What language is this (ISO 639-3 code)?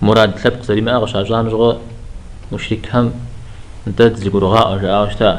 kbd